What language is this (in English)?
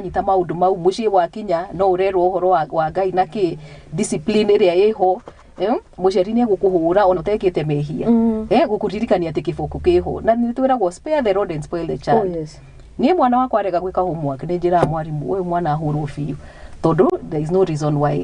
Kikuyu